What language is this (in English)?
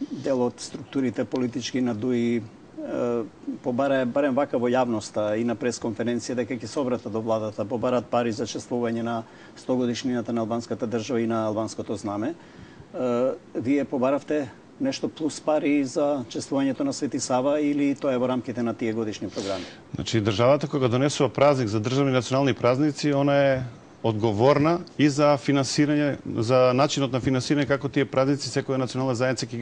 Macedonian